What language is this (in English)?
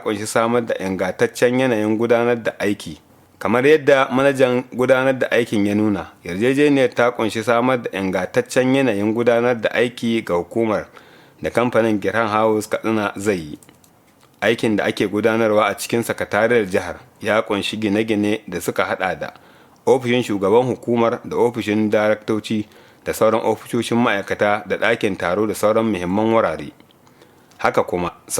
Hausa